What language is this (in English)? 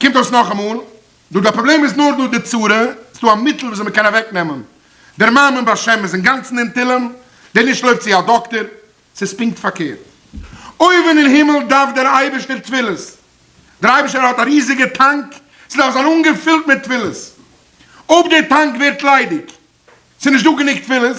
Yiddish